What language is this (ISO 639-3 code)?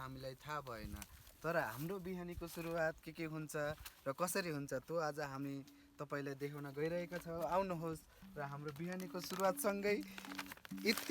nep